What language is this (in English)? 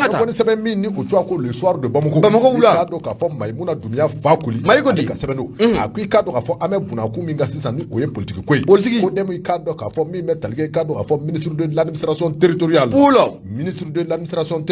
Bambara